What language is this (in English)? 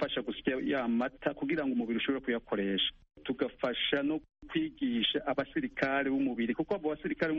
Kinyarwanda